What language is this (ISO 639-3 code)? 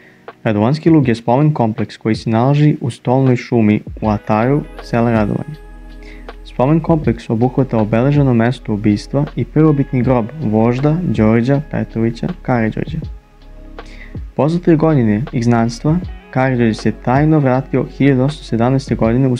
srp